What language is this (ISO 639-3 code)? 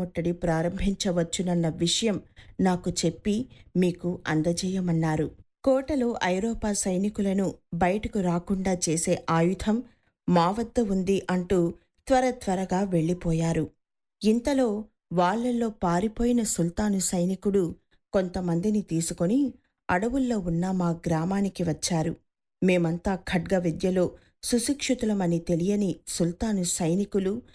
tel